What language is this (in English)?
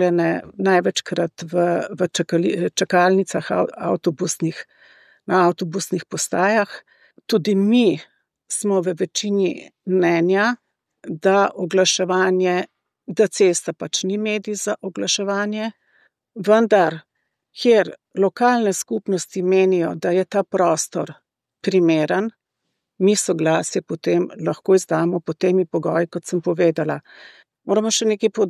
Slovenian